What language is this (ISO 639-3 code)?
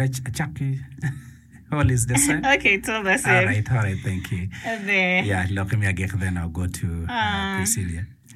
ach